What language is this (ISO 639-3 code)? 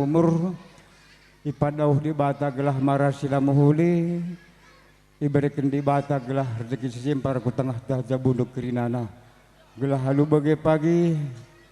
btx